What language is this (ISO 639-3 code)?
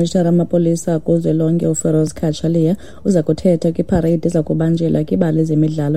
xho